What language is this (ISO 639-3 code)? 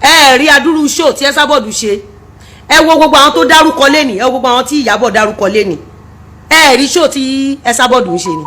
yor